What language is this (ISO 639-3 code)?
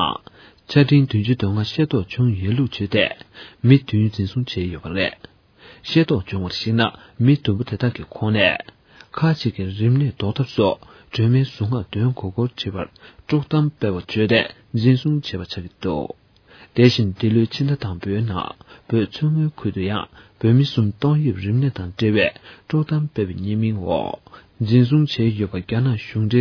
bod